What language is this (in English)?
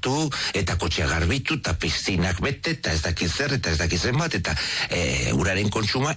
Basque